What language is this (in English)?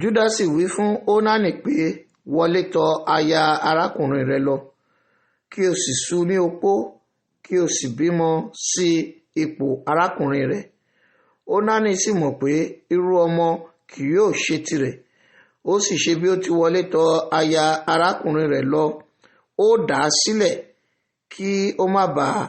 Yoruba